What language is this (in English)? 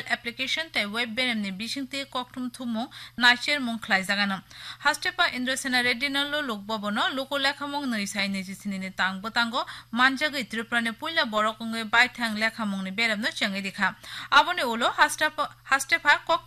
Bangla